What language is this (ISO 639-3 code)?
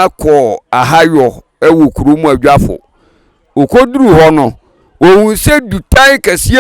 aka